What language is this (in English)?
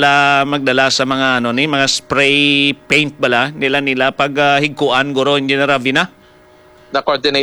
Hiligaynon